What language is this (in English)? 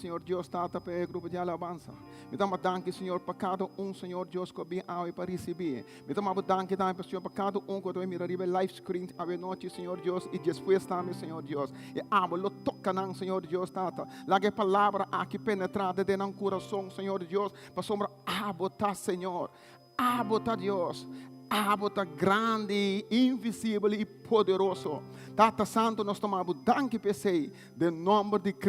Papiamento